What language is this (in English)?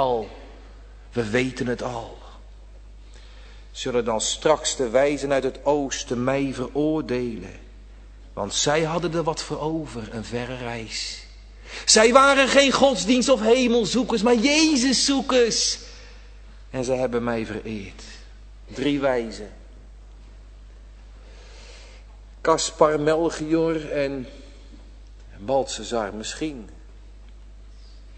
Dutch